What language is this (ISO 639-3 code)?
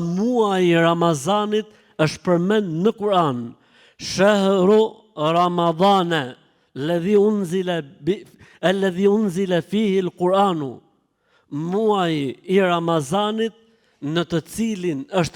sqi